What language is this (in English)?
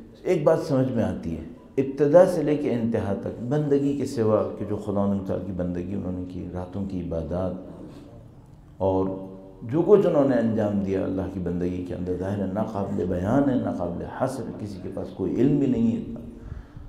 Urdu